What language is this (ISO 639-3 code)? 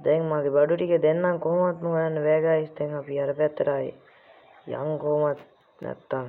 sin